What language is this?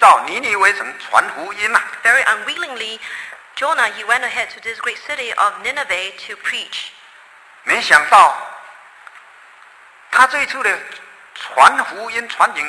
Chinese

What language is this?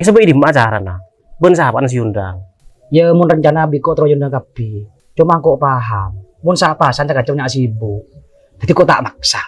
Madurese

